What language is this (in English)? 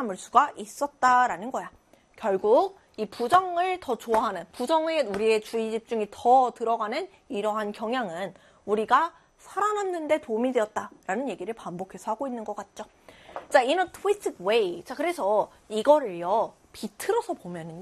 Korean